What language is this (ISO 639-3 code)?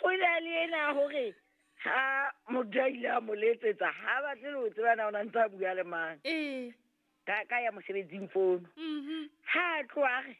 sot